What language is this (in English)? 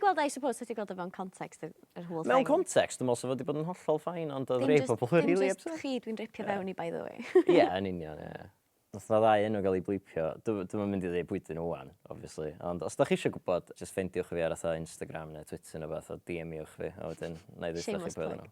Welsh